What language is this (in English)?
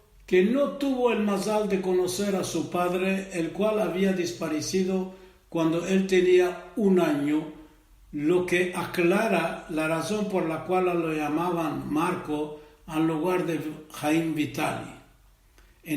Ladino